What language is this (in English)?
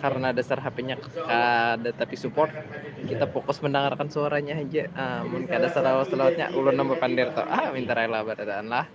Banjar